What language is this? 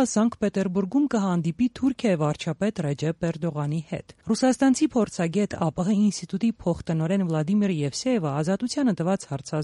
Armenian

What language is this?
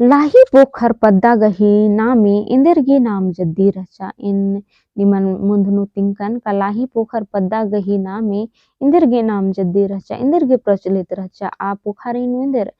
Kurukh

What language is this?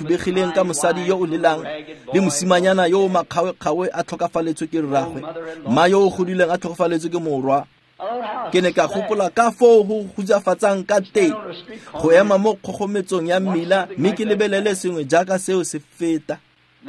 Tswana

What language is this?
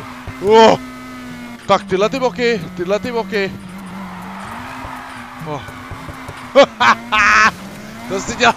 Czech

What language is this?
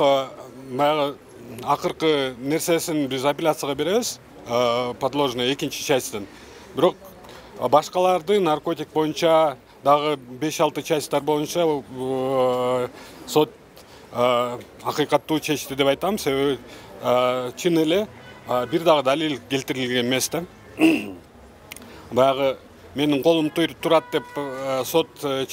Kyrgyz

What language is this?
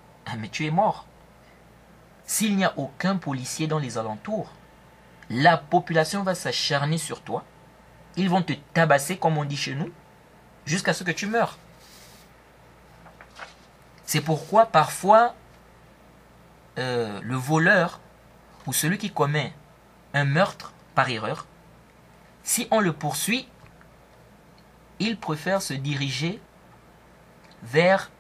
French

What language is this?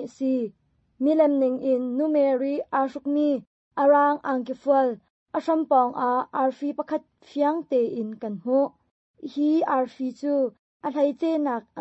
Hakha Chin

